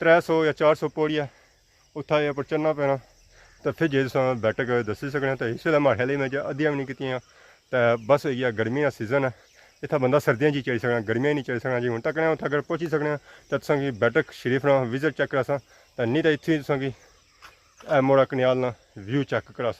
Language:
Pahari-Potwari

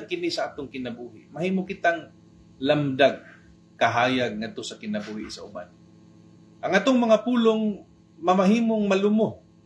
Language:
Cebuano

